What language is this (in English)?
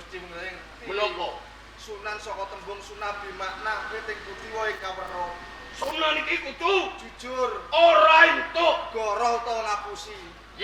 Javanese